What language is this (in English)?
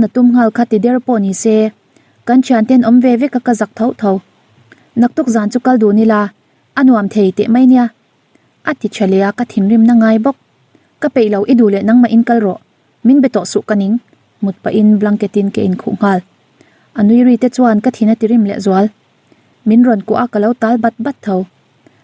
Mizo